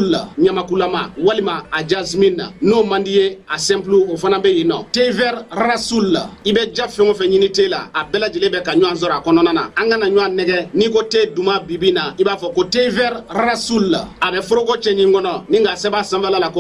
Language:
Bambara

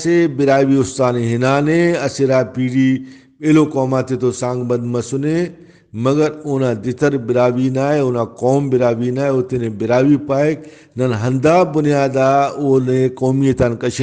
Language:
Brahui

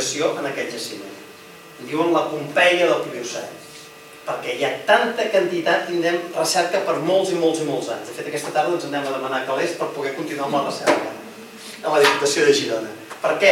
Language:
Catalan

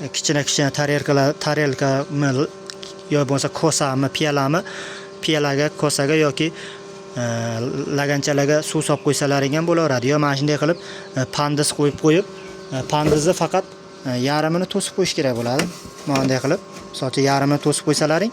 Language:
Uzbek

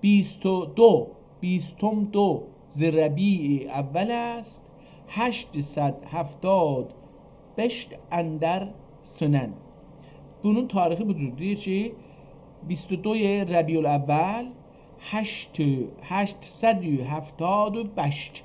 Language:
South Azerbaijani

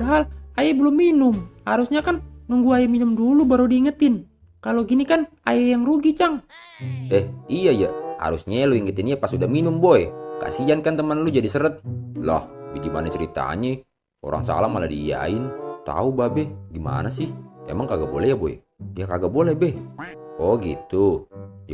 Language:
Betawi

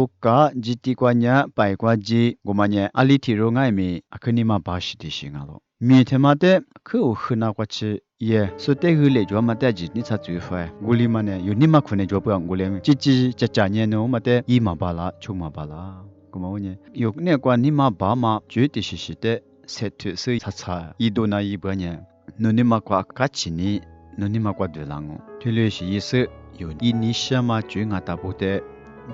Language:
Lisu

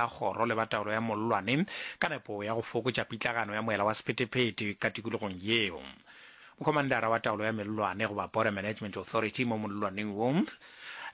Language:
Northern Sotho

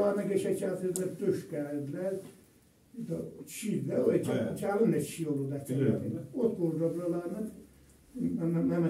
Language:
South Azerbaijani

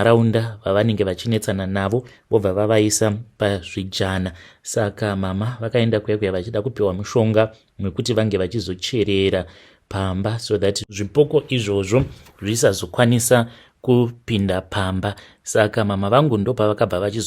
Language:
Shona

